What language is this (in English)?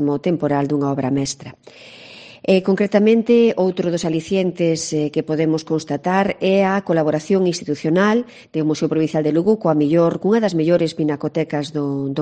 Galician